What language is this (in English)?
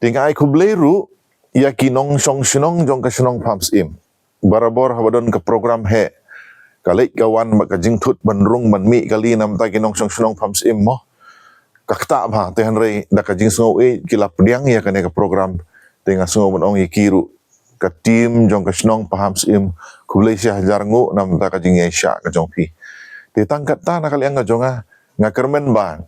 Khasi